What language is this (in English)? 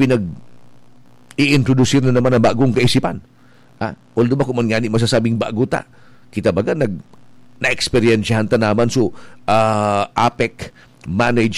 Bikol